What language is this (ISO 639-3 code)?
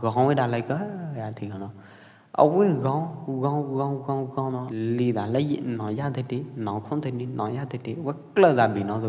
kjp